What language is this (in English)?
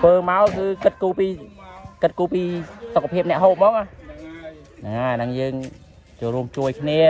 Khmer